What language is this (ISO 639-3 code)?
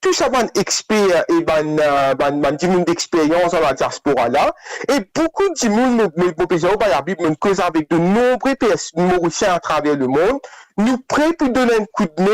mfe